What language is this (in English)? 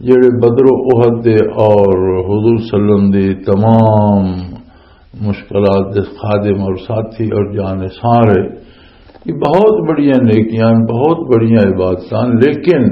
Western Panjabi